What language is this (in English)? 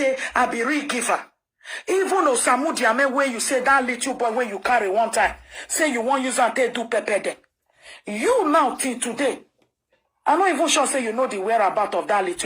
Nigerian Pidgin